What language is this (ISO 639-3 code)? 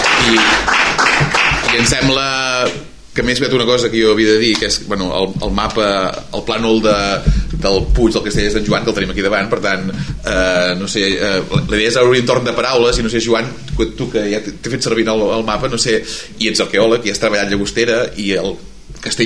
cat